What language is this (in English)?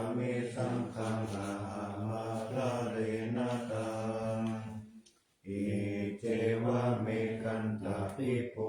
Pali